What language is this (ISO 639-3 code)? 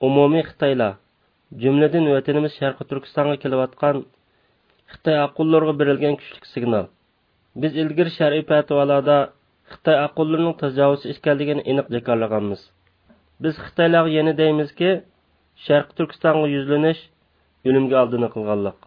uig